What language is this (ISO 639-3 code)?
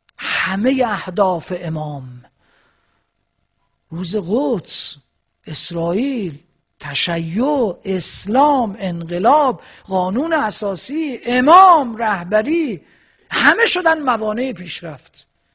fas